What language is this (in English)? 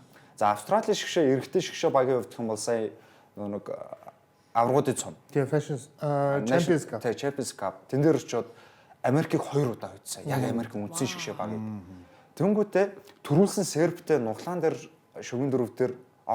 Mongolian